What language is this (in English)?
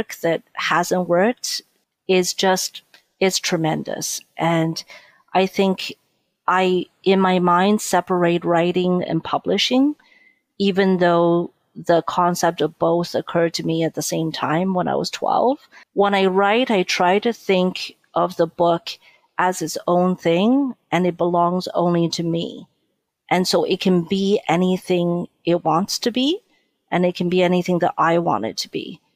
English